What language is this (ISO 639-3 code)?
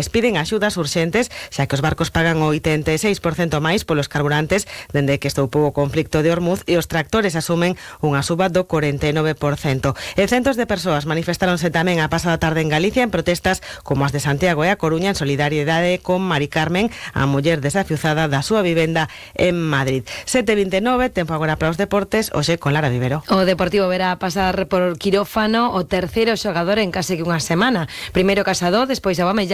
glg